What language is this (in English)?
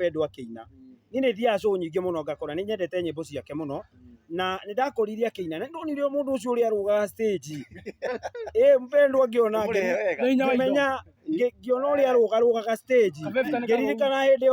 Kikuyu